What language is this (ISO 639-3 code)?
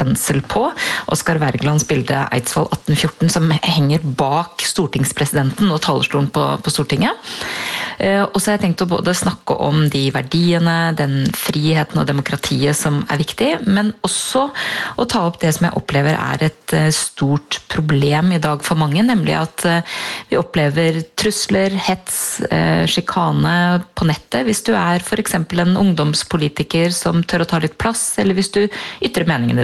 nor